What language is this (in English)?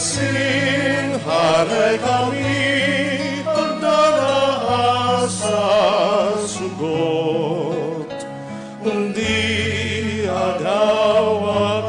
Bikol